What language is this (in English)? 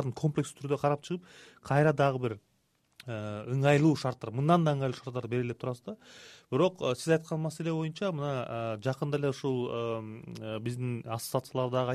Kyrgyz